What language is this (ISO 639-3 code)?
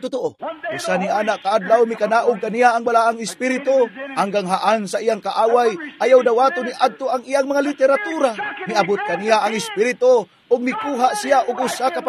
ceb